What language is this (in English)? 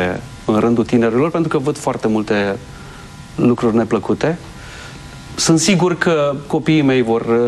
Romanian